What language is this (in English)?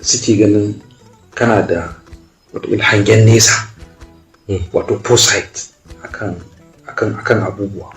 Hausa